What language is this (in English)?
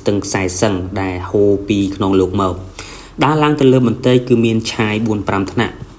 Khmer